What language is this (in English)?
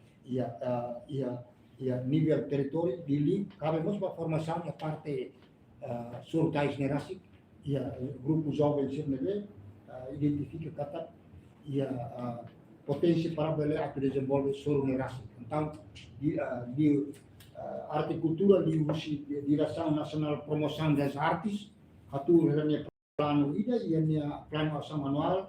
Tetum